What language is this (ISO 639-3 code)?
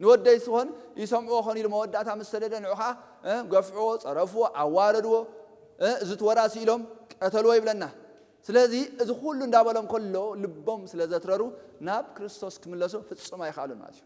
tir